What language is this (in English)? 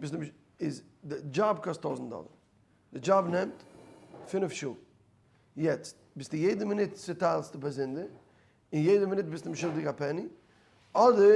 Yiddish